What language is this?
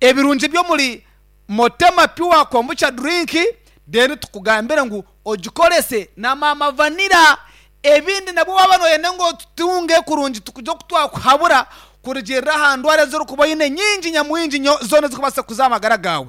Nyankole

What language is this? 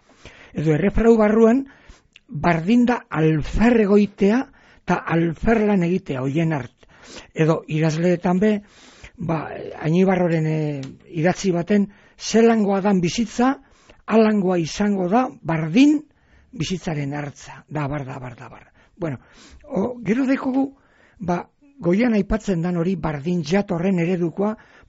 Basque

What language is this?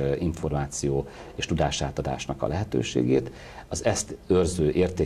Hungarian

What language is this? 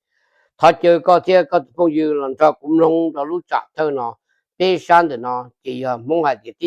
Hmong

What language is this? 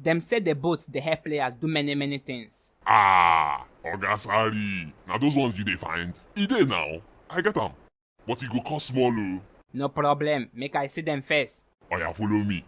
Nigerian Pidgin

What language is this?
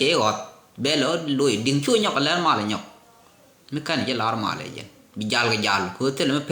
Nuer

